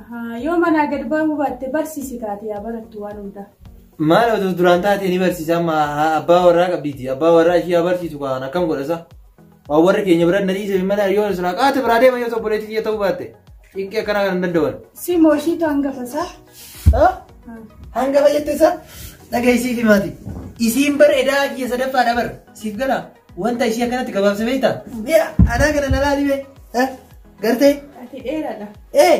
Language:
Oromo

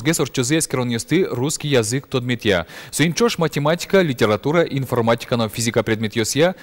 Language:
Udmurt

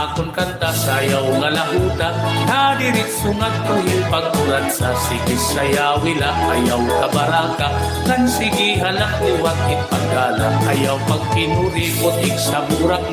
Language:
Waray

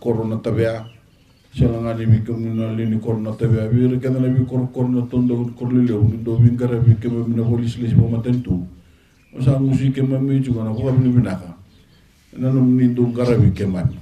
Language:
Fijian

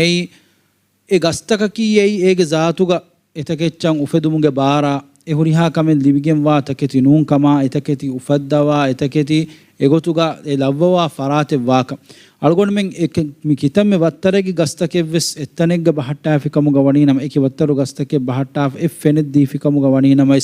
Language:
Divehi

